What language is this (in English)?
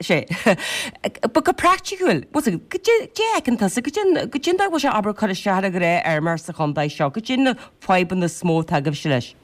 Irish